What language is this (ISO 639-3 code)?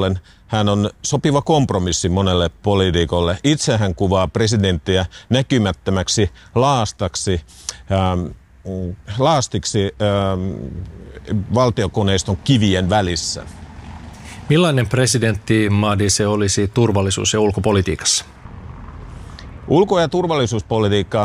fin